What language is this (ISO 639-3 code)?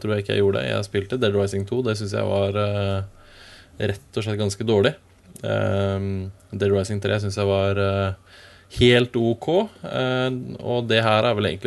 nor